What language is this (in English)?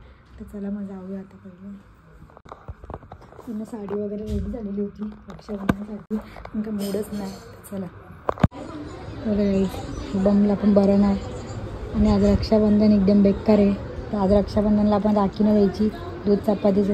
Marathi